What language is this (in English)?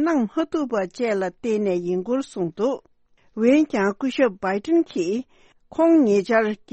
Tibetan